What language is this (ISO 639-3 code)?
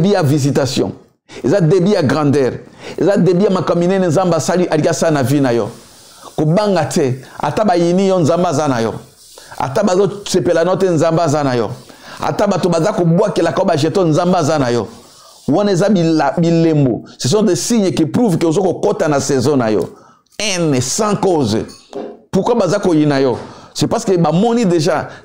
lin